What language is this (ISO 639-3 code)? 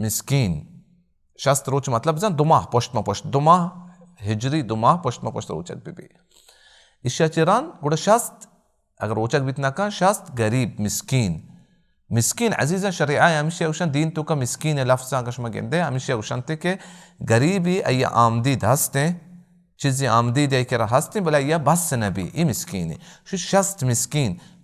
bal